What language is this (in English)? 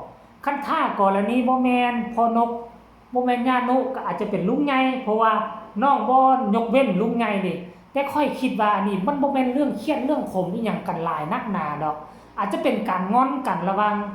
Northeastern Thai